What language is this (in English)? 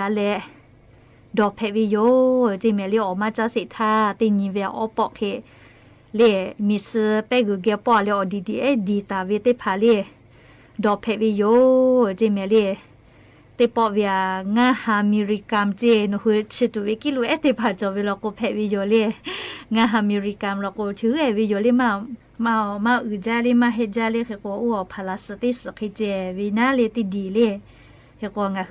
Lahu